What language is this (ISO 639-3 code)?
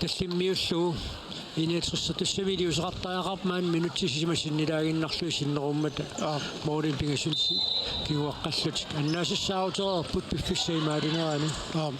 kal